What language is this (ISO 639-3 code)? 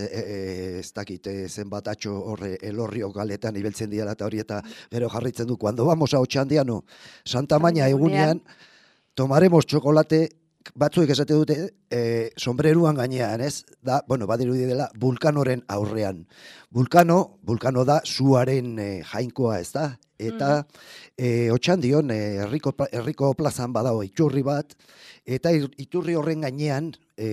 eus